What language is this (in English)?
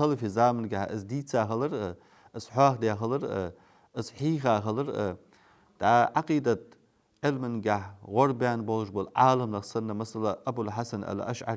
Ingush